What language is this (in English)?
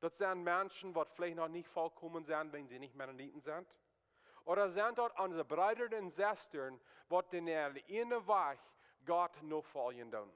Plautdietsch